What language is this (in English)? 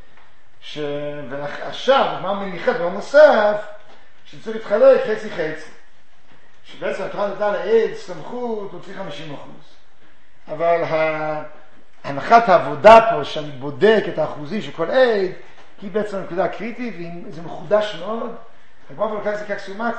Hebrew